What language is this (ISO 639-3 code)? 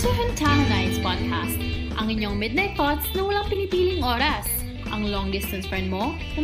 fil